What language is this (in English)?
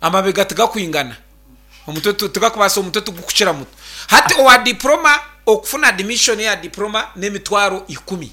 Nyankole